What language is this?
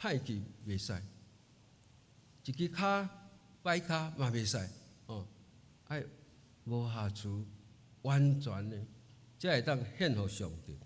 Min Nan Chinese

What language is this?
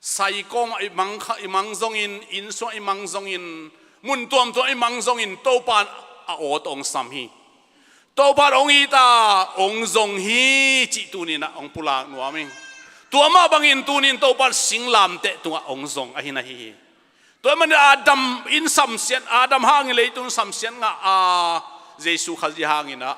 Tedim Chin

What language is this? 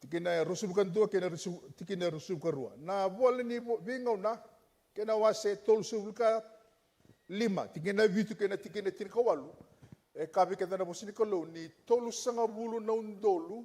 Fijian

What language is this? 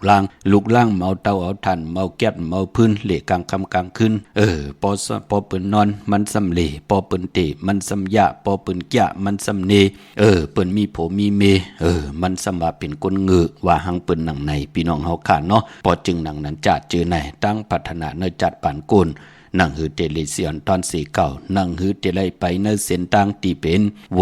Shan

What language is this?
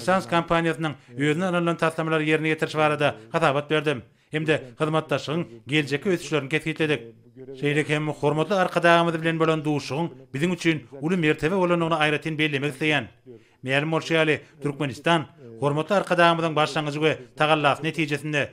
Turkmen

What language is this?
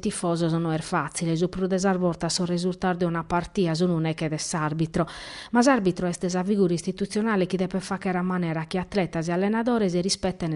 Sardinian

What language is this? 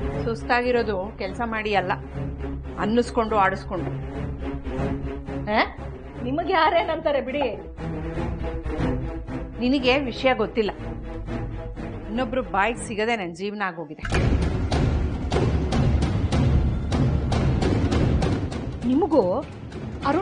Kannada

